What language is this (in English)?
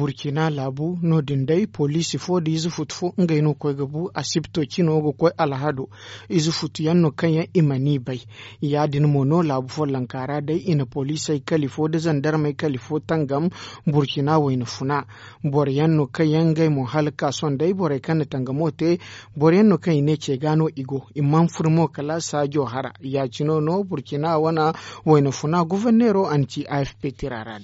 Zarma